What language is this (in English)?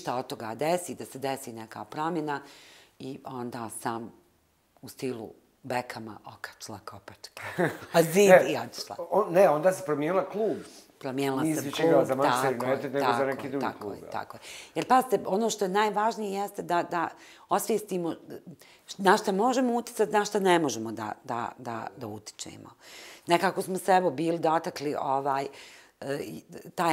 Bosnian